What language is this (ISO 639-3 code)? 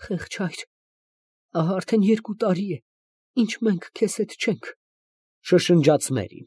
hye